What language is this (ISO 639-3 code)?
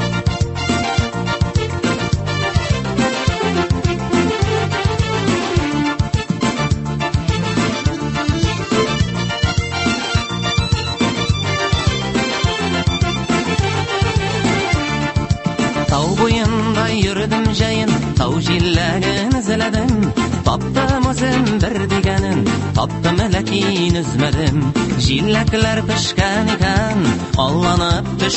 tat